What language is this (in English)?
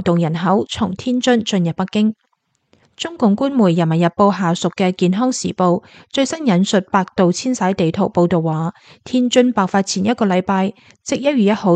Cantonese